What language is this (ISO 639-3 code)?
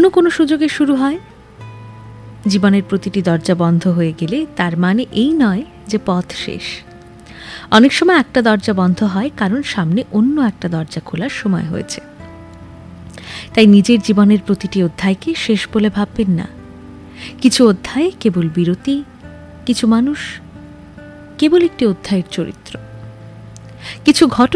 ben